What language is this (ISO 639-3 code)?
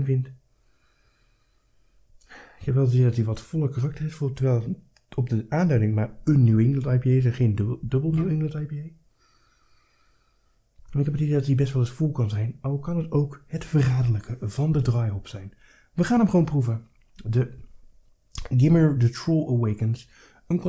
nld